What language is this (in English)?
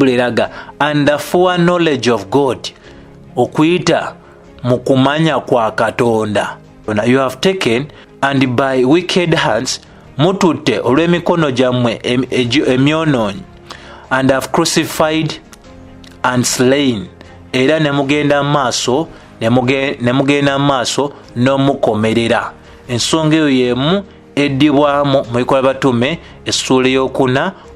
Ganda